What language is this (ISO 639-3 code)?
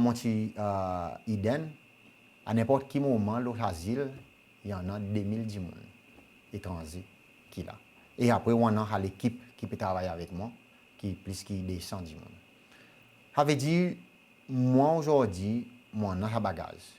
crs